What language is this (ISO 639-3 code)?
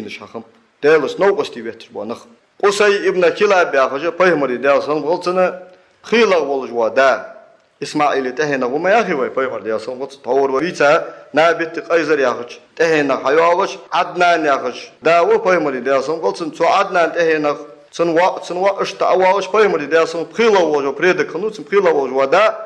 inh